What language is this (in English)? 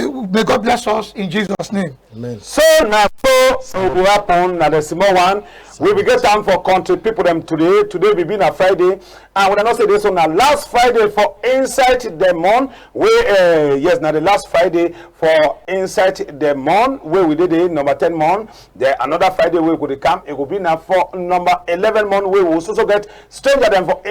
Cameroon Pidgin